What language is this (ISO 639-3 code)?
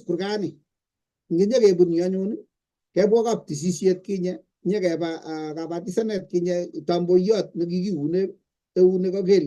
kln